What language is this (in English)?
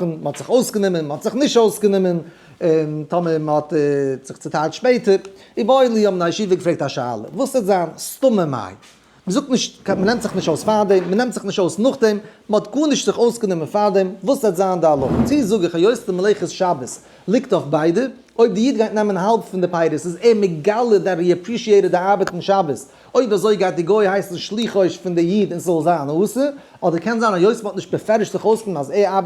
Yiddish